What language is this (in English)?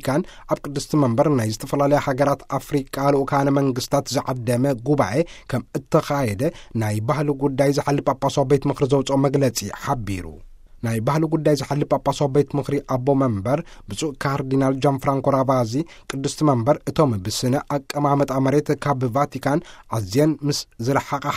Tigrinya